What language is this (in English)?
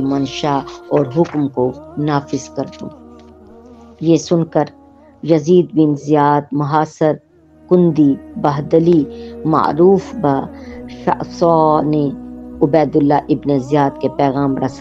Urdu